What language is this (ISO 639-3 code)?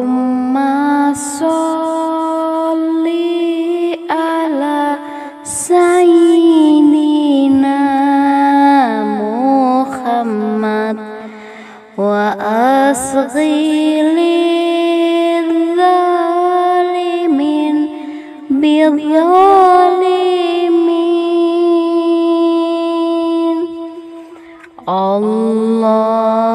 ind